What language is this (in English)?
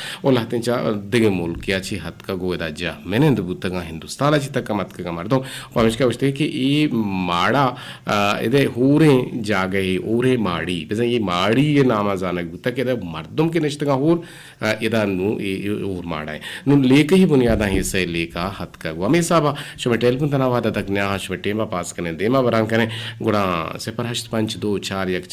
Eastern Balochi